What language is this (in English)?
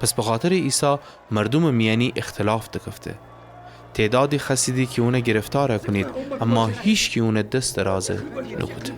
Gilaki